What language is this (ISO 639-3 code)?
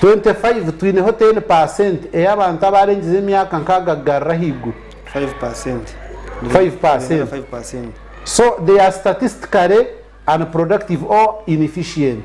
nyn